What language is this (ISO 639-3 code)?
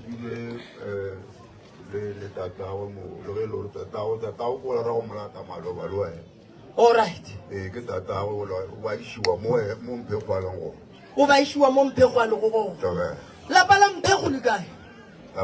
nso